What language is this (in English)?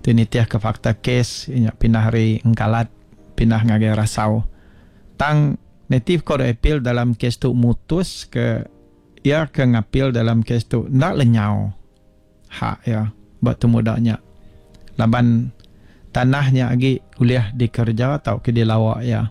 Iban